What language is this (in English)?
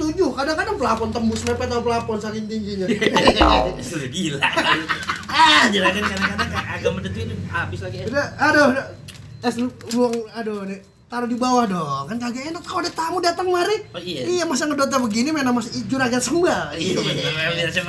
Betawi